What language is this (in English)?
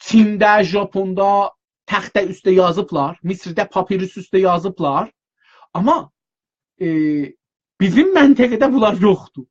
South Azerbaijani